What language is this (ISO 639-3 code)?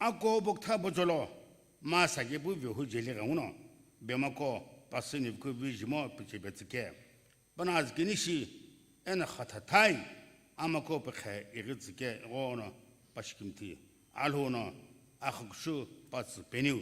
nsm